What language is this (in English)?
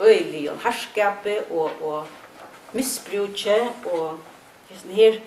Faroese